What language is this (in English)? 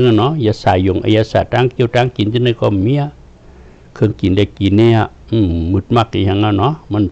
Shan